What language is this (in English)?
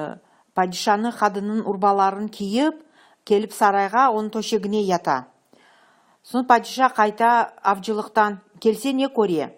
Crimean Tatar